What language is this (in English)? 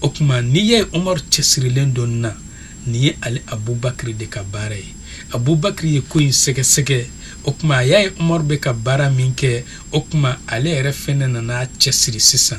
Bambara